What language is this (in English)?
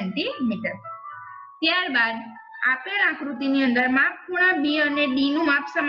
Gujarati